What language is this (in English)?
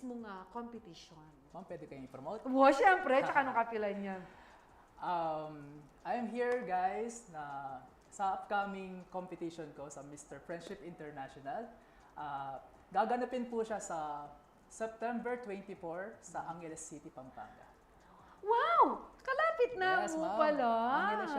Pampanga